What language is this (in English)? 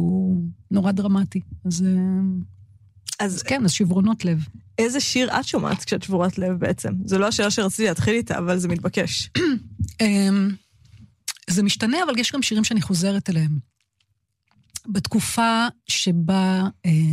Hebrew